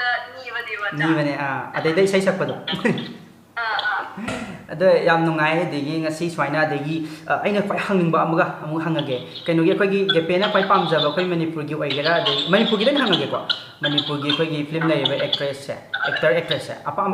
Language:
Manipuri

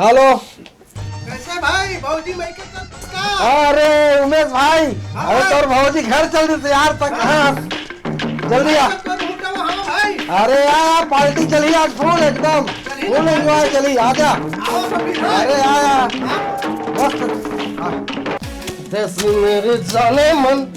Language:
Chhattisgarhi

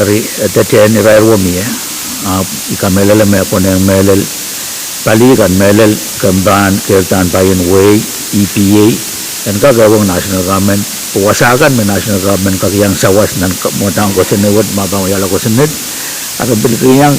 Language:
Pohnpeian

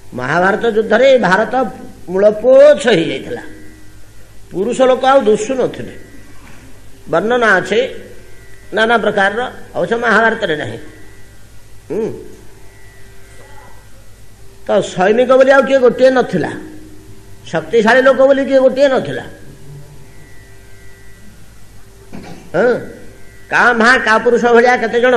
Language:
Odia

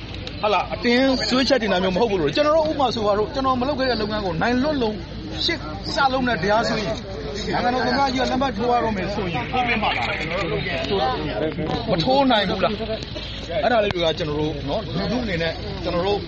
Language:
Burmese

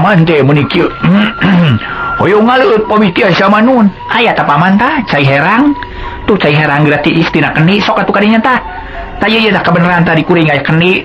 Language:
Sundanese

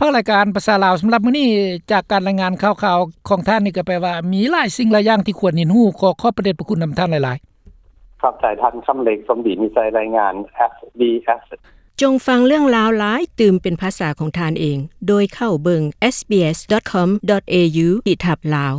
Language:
Lao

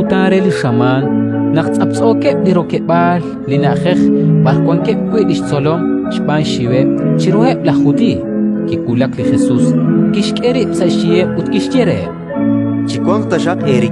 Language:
Kekchí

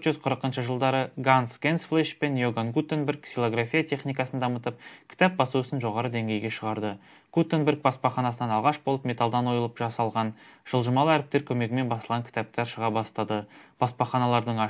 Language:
Kazakh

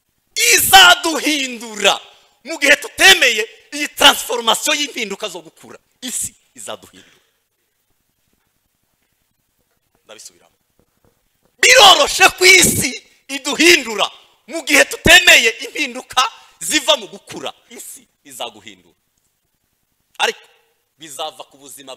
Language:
Kinyarwanda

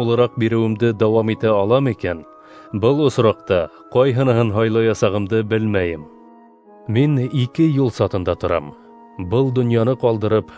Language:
Bashkir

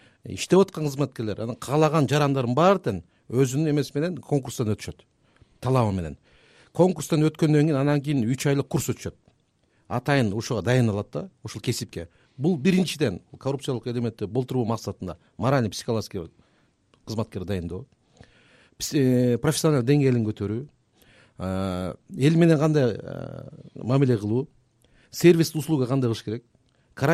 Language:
Kyrgyz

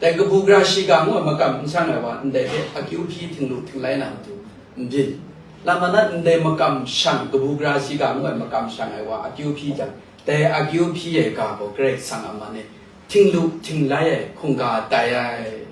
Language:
Kachin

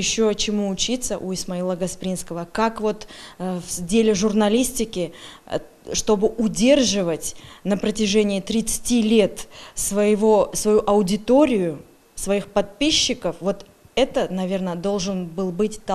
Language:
Crimean Tatar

